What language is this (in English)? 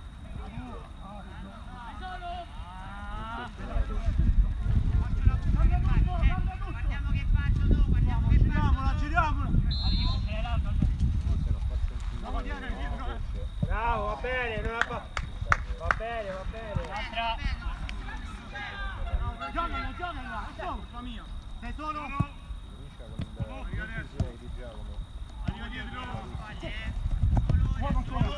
Italian